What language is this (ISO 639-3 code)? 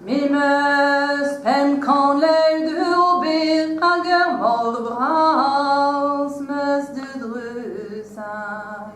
bre